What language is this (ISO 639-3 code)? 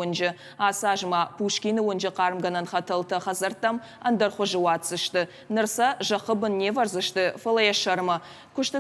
oss